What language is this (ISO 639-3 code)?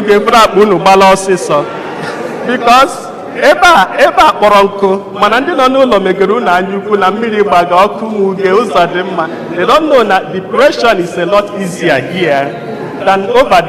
ibo